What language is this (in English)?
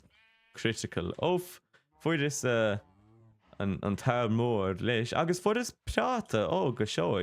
Irish